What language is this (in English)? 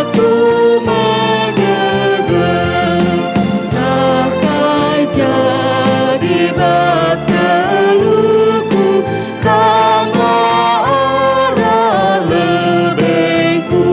Batak Karo